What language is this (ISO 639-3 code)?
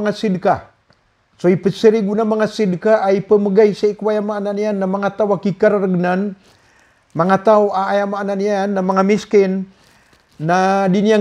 mrw